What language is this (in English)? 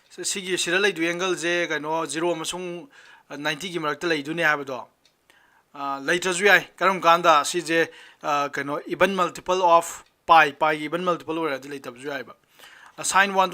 Manipuri